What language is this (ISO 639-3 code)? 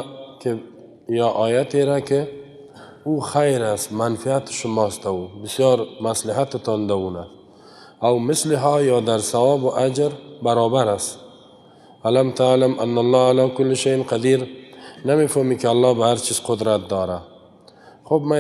fas